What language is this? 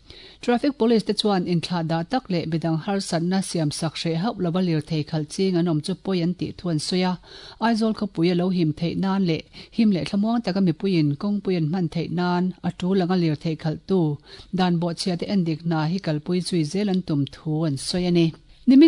Mizo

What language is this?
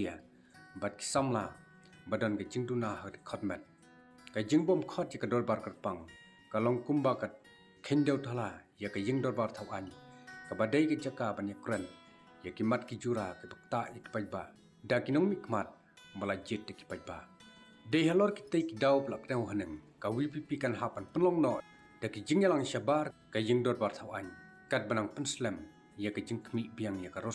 Khasi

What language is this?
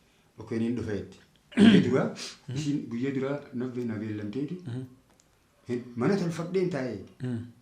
Oromo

